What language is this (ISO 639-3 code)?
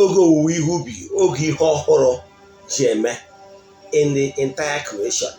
ibo